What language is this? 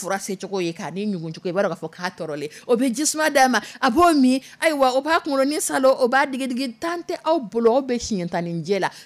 Dyula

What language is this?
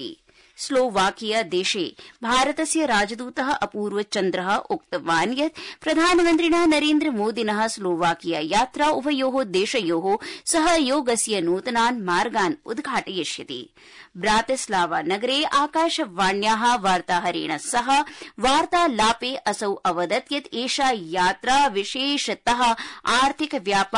Sanskrit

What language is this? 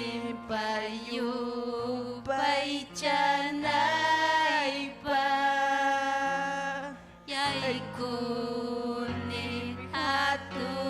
Ayacucho Quechua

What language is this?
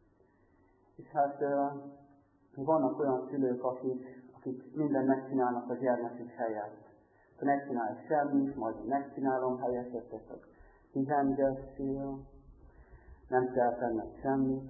Hungarian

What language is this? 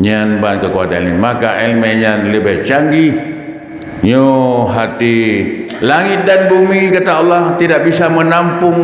Achinese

